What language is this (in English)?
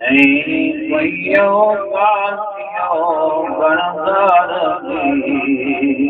Saraiki